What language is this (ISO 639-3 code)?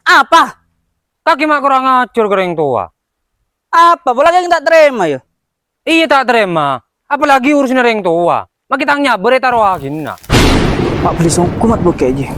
mad